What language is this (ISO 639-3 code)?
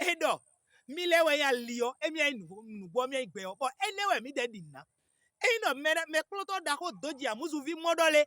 fon